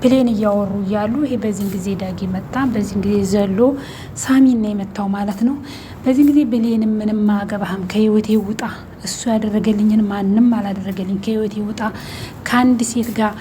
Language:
Amharic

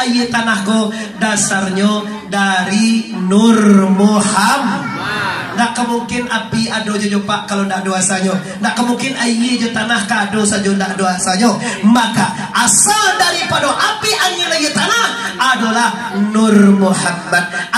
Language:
Minangkabau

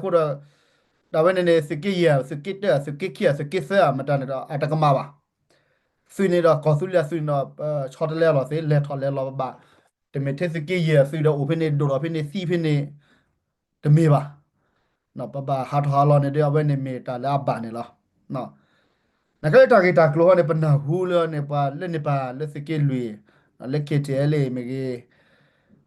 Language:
S'gaw Karen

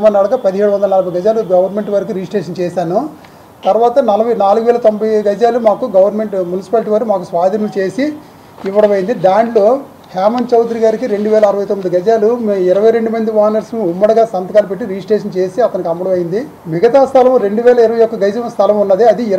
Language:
Telugu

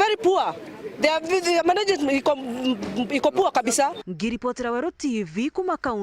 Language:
Meru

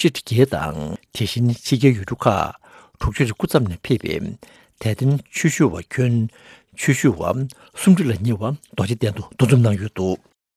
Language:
Tibetan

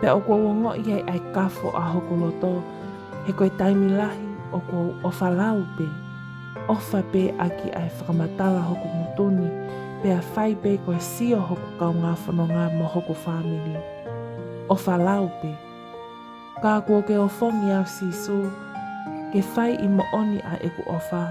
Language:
Tongan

